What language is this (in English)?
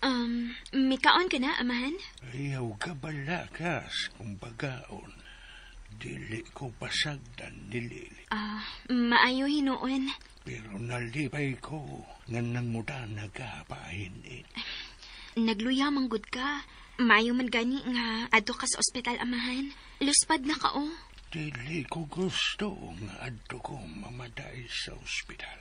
Cebuano